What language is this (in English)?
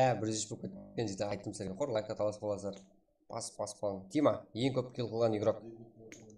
Kara-Kalpak